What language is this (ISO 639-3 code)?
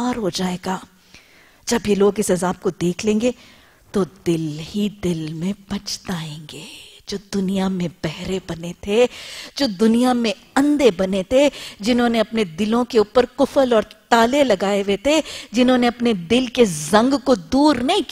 urd